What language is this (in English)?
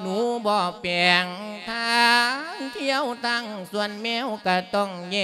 Lao